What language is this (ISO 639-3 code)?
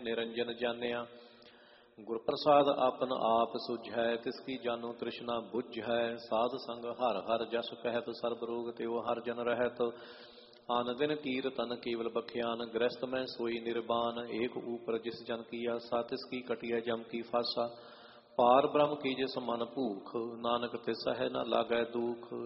pan